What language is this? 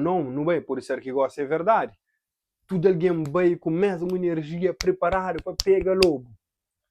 Kabuverdianu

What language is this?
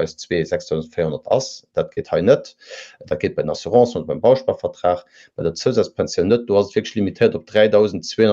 Luxembourgish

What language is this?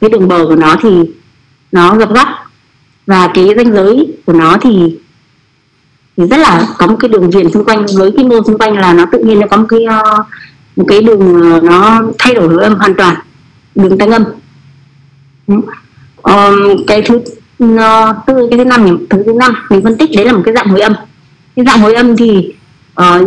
Vietnamese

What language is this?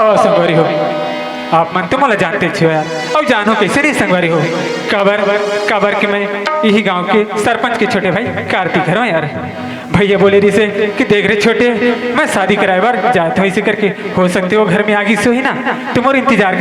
Chhattisgarhi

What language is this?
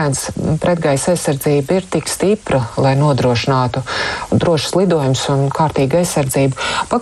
Latvian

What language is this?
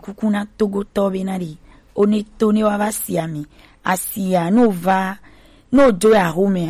Gen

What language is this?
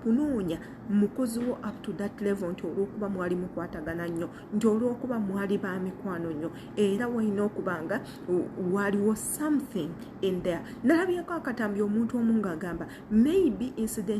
Ganda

